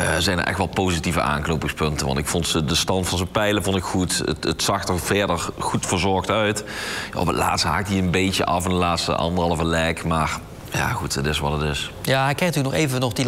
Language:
Dutch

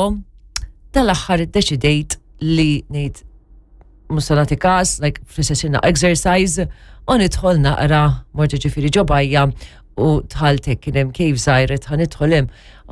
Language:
Maltese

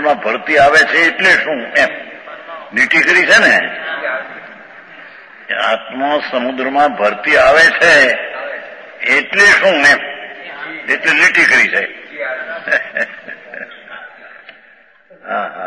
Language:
Gujarati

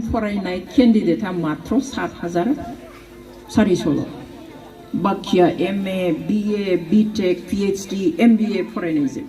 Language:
Bodo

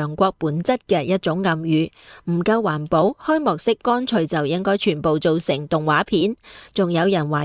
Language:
Cantonese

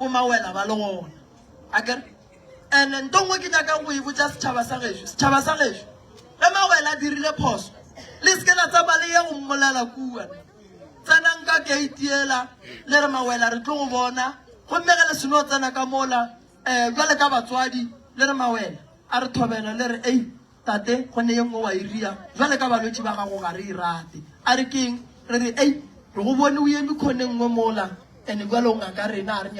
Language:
Northern Sotho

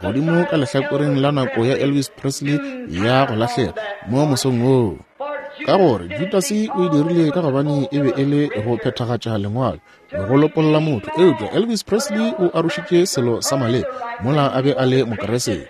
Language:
Northern Sotho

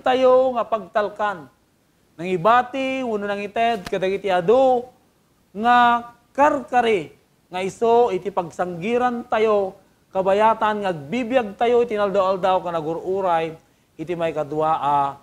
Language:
Iloko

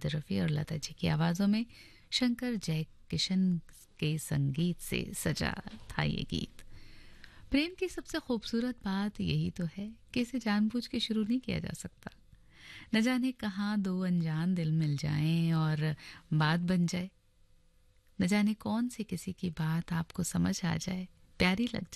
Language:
Hindi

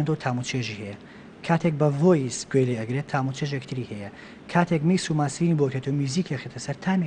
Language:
Central Kurdish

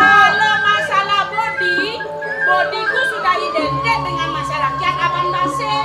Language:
Balinese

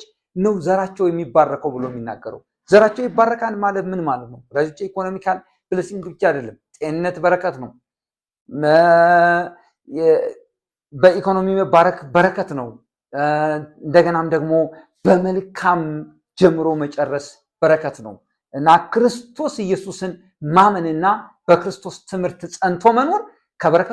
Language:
Amharic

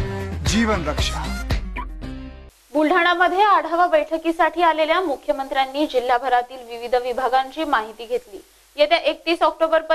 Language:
Marathi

